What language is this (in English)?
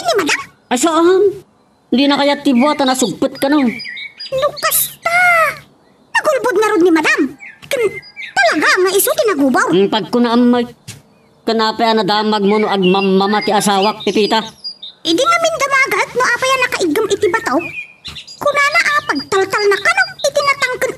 Iloko